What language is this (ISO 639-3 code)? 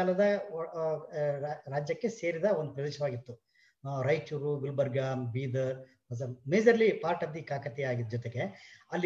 kan